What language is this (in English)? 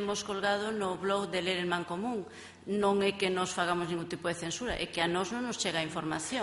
Galician